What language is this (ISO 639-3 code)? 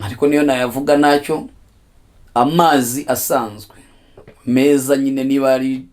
kin